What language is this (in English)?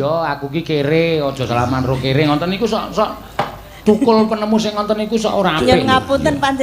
Javanese